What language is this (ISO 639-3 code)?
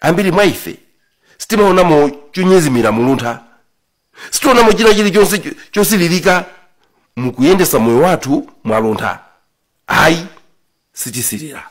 nya